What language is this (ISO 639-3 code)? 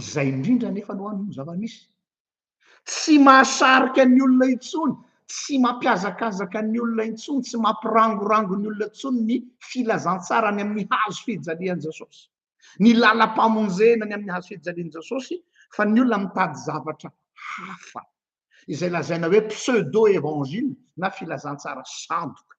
mlg